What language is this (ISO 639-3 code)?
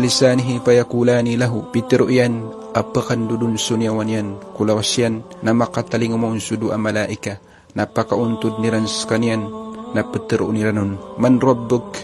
mrw